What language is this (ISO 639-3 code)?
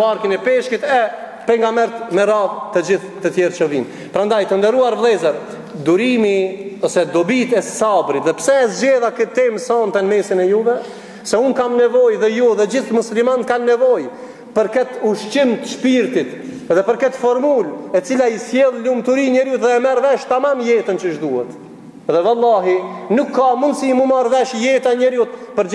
sqi